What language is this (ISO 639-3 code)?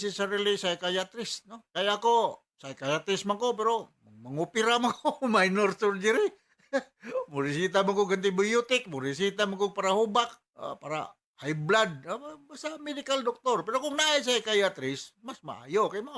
ceb